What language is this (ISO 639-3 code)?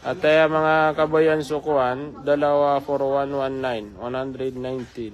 mrw